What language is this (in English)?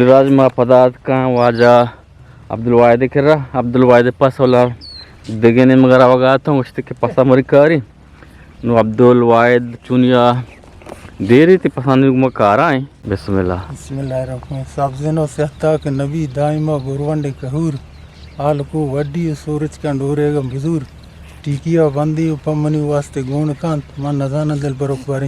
Eastern Balochi